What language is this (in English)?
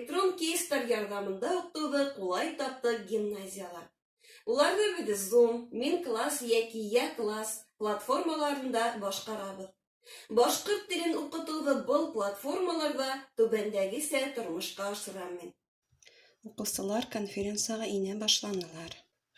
Bashkir